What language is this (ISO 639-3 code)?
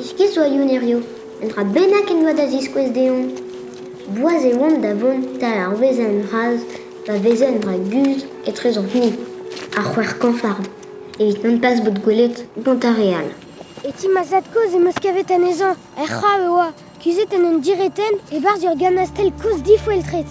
bre